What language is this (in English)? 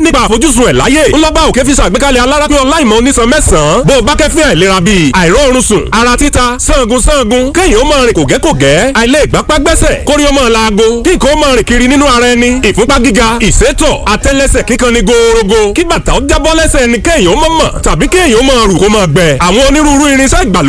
Yoruba